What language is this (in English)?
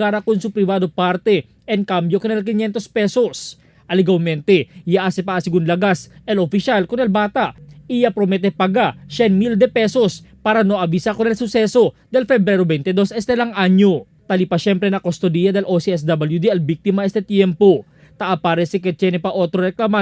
Chavacano